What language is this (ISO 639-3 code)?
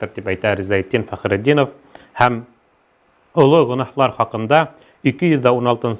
bak